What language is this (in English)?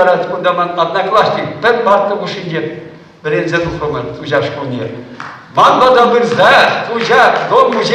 Chuvash